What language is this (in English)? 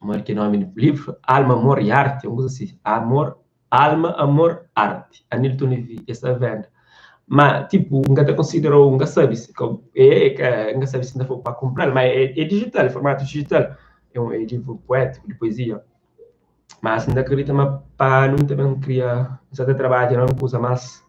Kabuverdianu